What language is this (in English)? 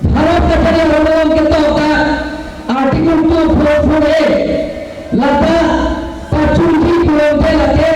Karbi